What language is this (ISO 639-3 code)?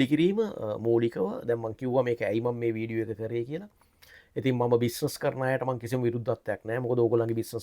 sin